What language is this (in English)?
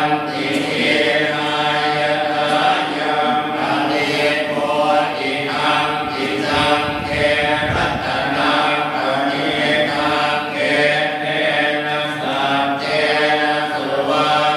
Pali